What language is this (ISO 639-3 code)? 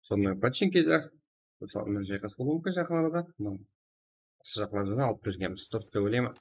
kaa